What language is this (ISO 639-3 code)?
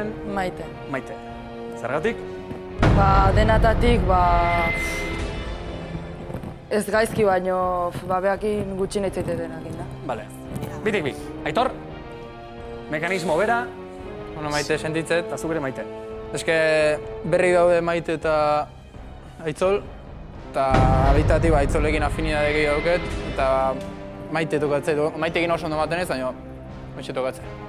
eus